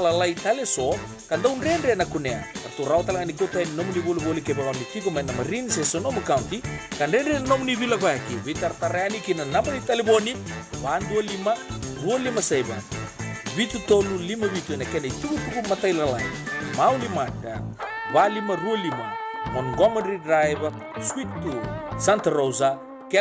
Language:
Fijian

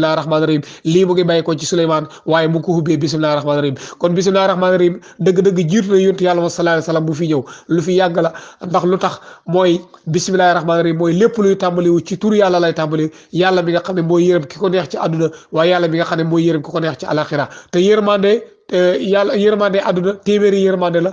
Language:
Wolof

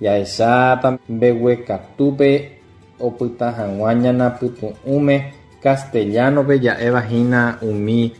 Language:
Guarani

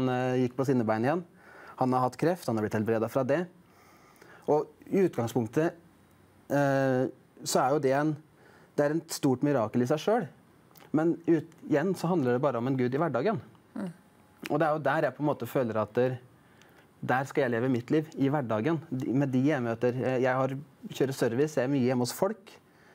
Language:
Norwegian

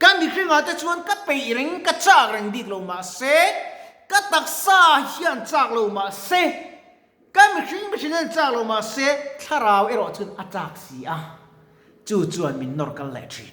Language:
Mizo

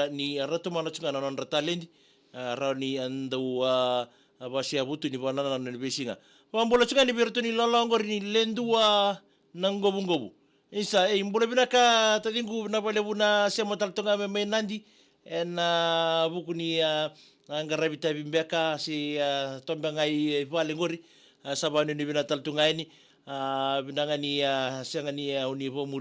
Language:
Fijian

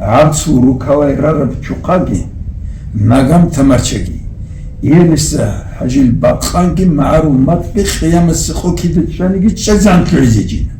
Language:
Avaric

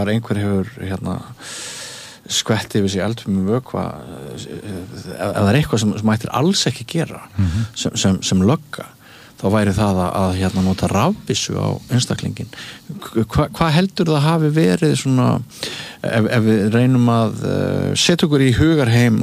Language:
Icelandic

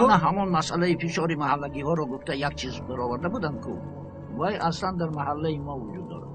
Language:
Tajik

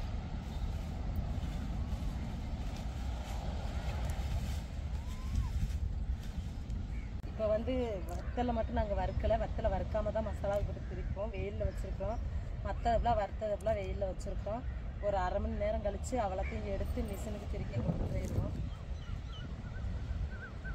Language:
Tamil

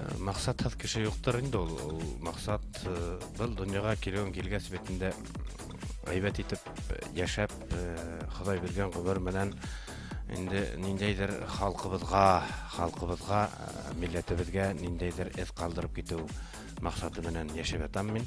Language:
Bashkir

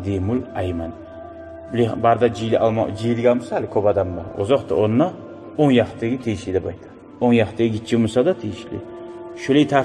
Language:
Kumyk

